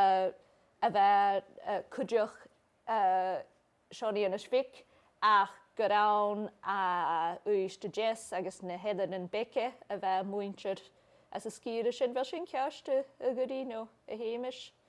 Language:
Scottish Gaelic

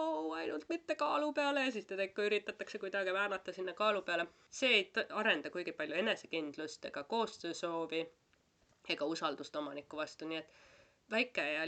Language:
Estonian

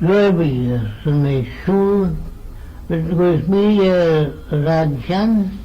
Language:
Manx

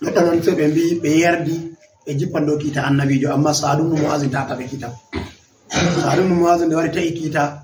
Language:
Fula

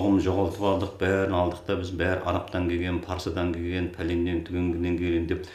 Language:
Kazakh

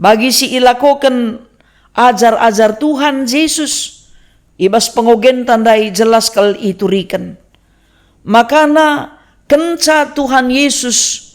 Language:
Batak Karo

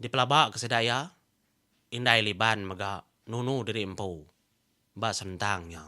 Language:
Iban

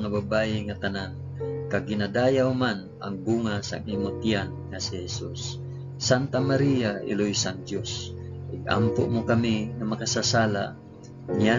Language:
Hiligaynon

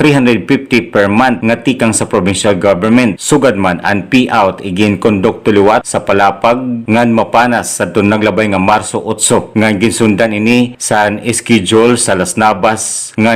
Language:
Waray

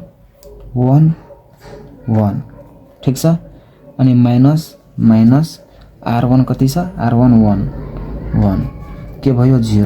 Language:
Nepali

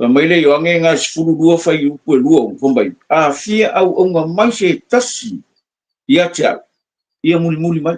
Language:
Samoan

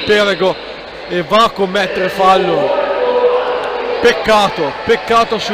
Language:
Italian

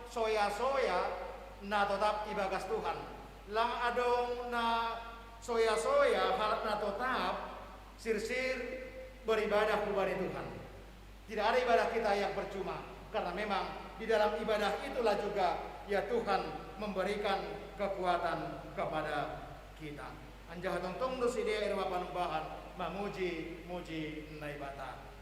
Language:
Batak Simalungun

